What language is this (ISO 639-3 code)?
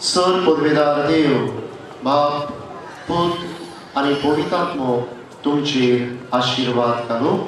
kok